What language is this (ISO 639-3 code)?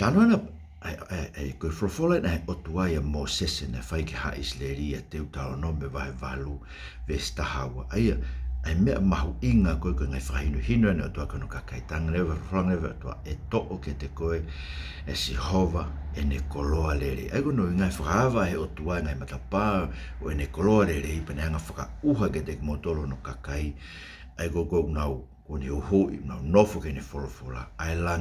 ton